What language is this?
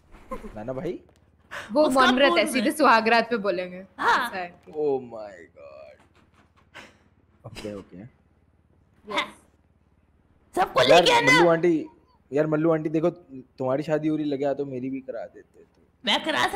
Hindi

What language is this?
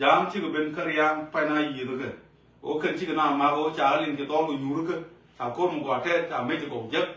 Nuer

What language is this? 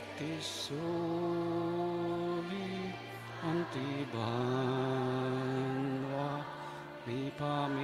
Pampanga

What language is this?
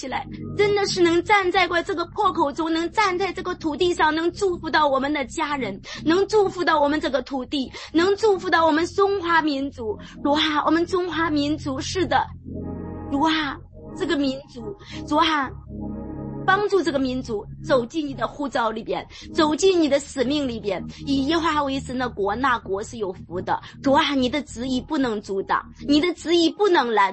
Chinese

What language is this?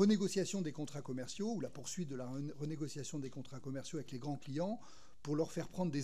French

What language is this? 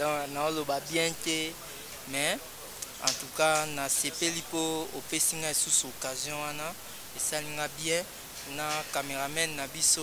Lingala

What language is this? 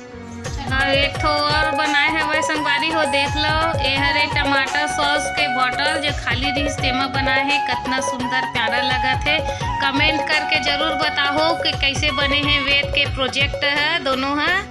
Chhattisgarhi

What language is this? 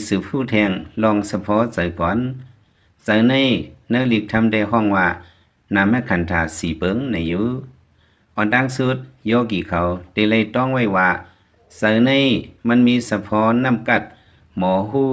Lao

